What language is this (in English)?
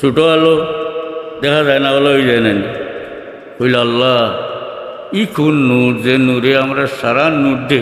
Sylheti